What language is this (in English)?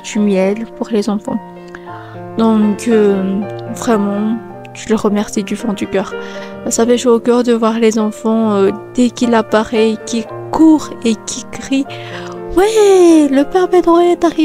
French